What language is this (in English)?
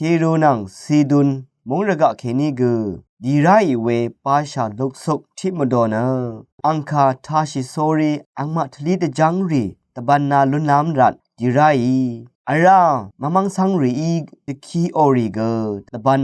Rawang